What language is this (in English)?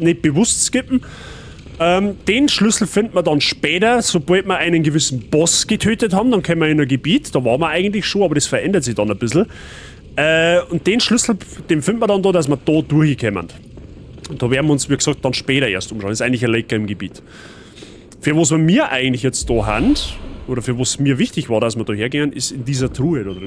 Bavarian